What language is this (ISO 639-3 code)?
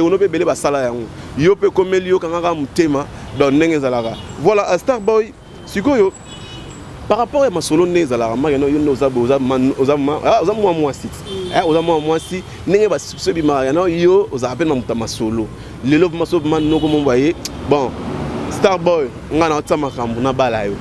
lin